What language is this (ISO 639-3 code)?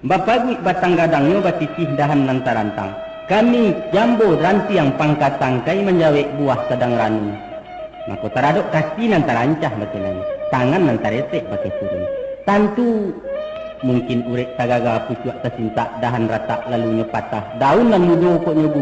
min